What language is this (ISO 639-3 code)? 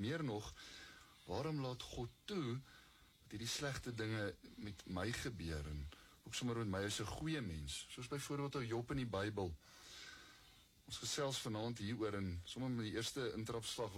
afr